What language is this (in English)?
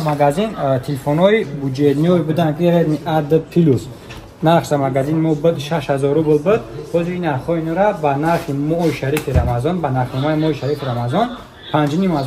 Tajik